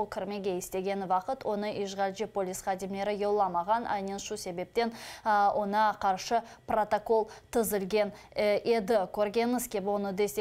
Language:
Crimean Tatar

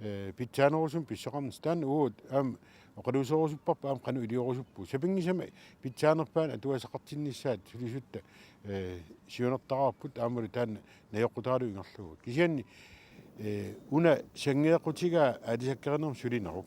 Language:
Kalaallisut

